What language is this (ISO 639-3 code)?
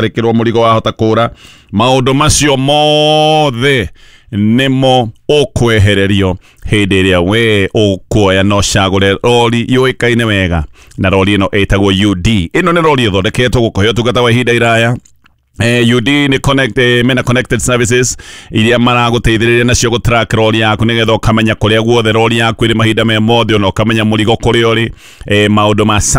kik